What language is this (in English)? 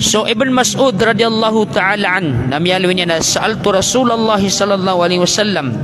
Maranao